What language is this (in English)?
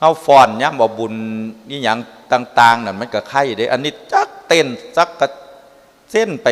Northeastern Thai